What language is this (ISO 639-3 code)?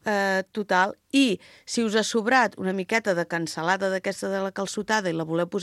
cat